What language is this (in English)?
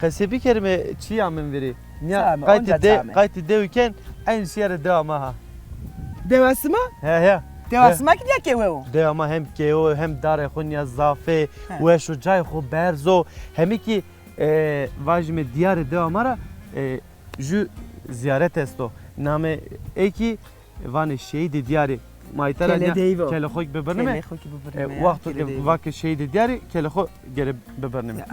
Zaza